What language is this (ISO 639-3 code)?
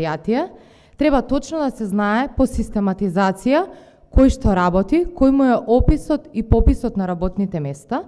mkd